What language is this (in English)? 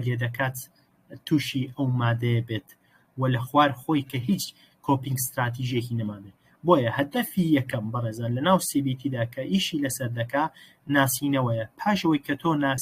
Central Kurdish